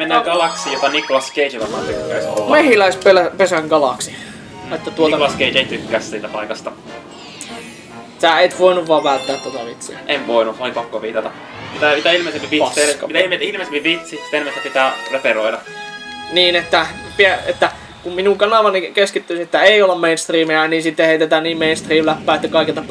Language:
Finnish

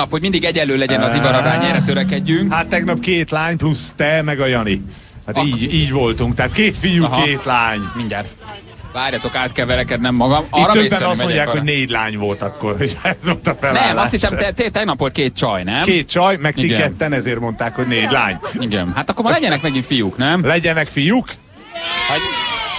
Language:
Hungarian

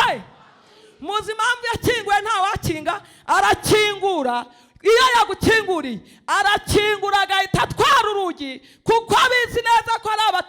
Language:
Kinyarwanda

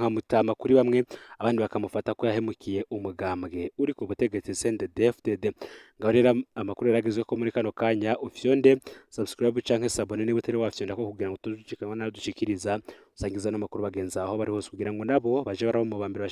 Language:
Rundi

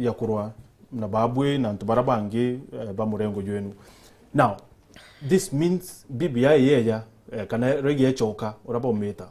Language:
Meru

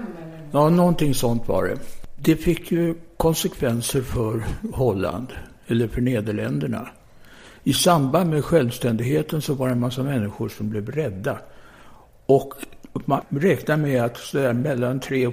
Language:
Swedish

